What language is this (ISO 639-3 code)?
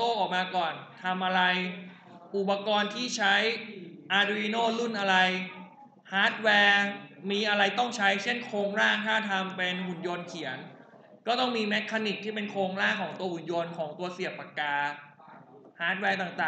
tha